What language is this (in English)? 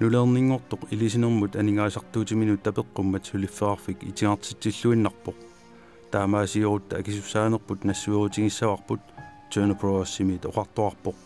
Kalaallisut